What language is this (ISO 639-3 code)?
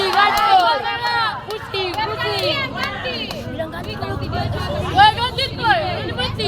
abs